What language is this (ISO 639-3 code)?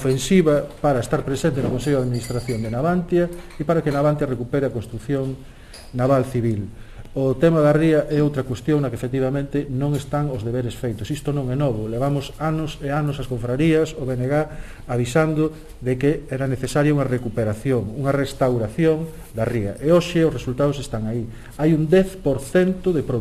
glg